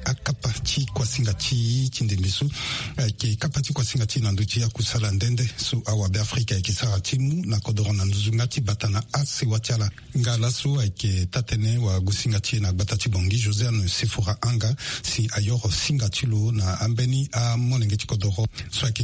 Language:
Sango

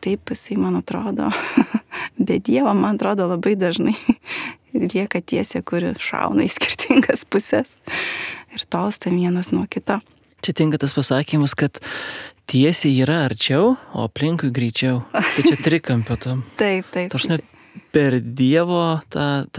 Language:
Lithuanian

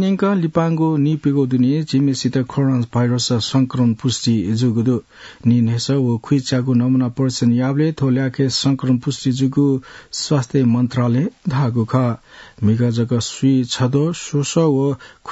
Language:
Newari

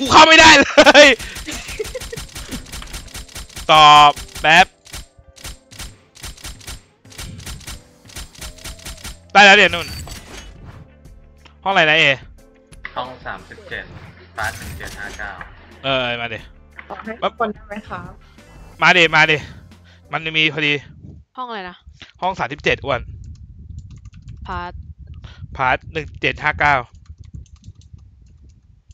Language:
Thai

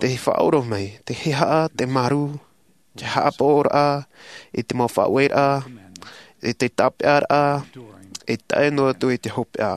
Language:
Tahitian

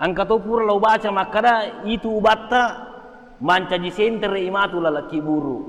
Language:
Buginese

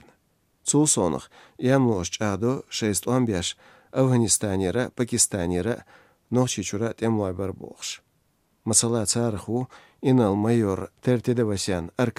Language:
Chechen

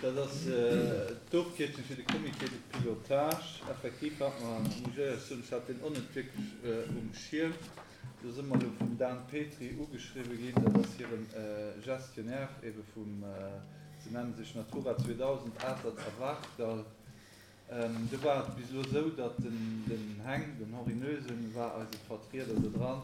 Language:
Luxembourgish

